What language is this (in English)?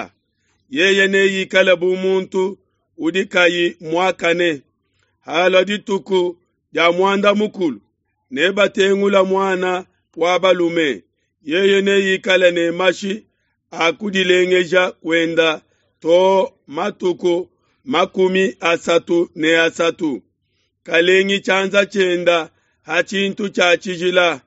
Luba-Lulua